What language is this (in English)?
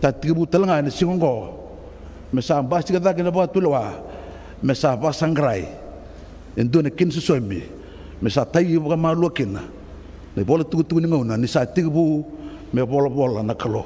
Fijian